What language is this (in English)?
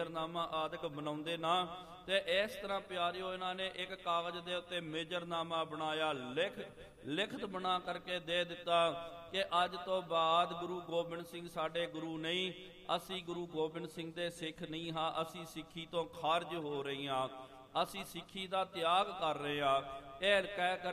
Punjabi